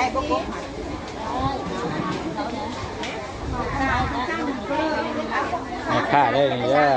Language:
Lao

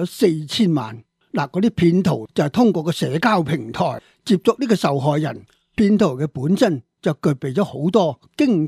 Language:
Cantonese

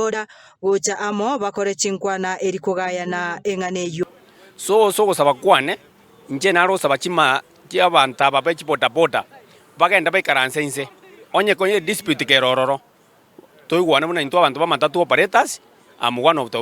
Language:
Gusii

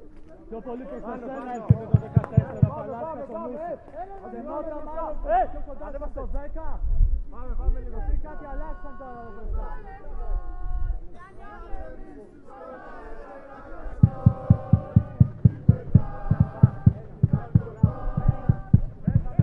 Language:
Greek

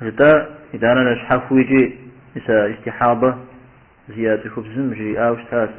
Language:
Kabardian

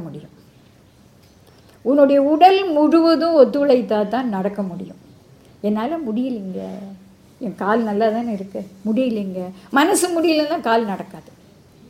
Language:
Tamil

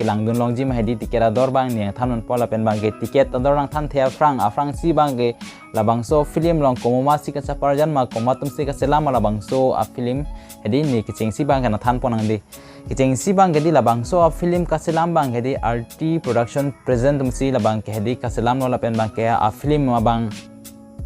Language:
Karbi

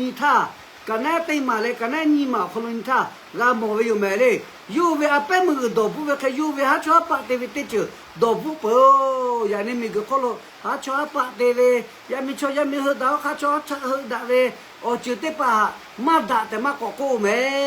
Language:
Lahu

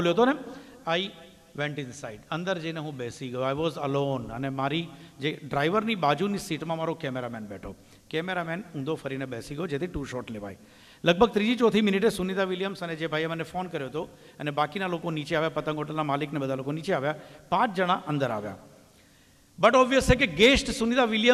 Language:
Gujarati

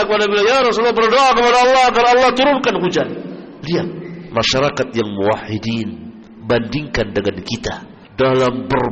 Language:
Indonesian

